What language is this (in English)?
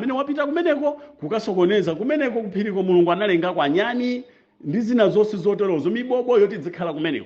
Nyanja